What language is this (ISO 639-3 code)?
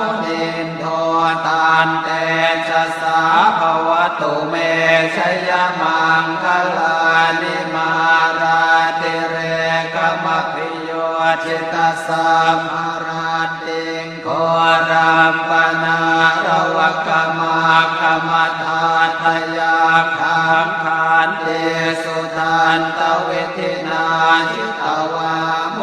pli